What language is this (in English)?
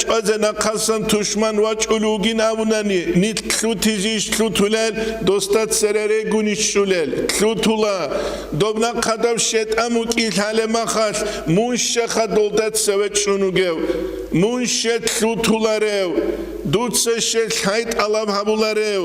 Avaric